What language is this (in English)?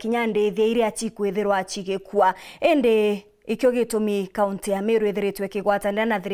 Meru